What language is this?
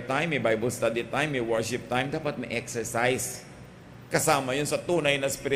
Filipino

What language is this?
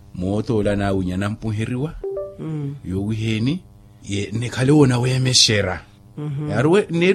Makhuwa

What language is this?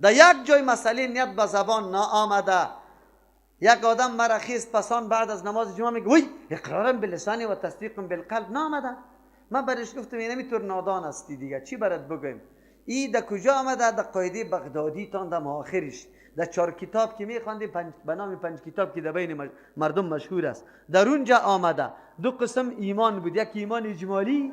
Persian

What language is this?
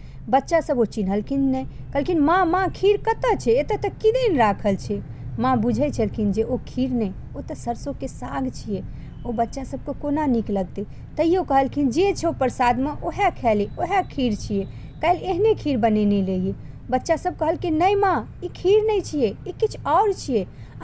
Maithili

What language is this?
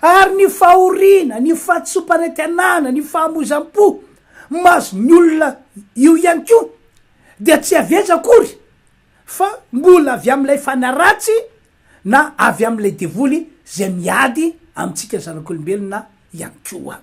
Malagasy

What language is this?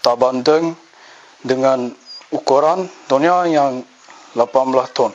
Achinese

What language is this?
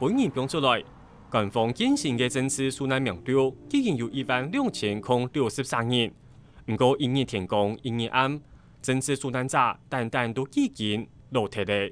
Hakka Chinese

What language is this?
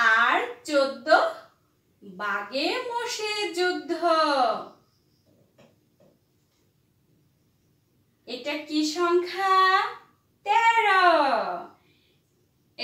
Bangla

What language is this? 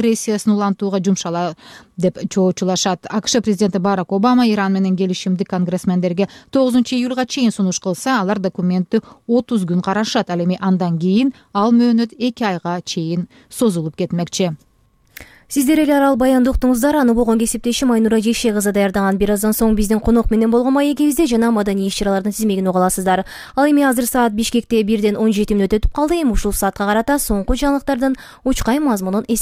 Kyrgyz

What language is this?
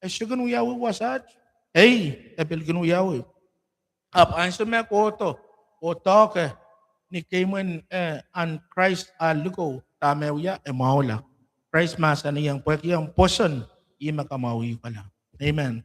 Pohnpeian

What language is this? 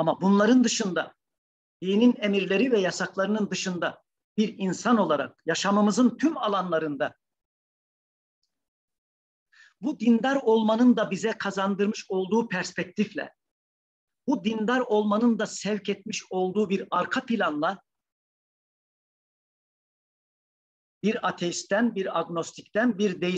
Turkish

